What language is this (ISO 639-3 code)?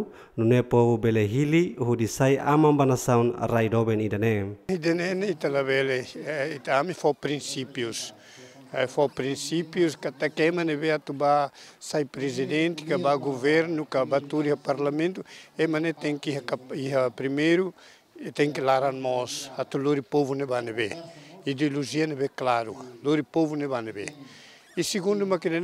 tet